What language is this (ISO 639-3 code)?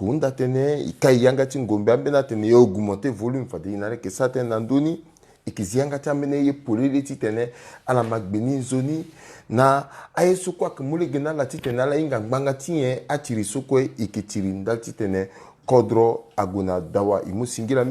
sag